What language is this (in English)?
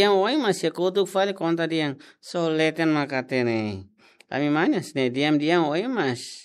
Tetum